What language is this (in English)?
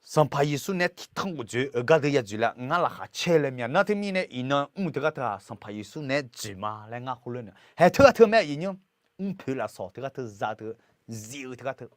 Akha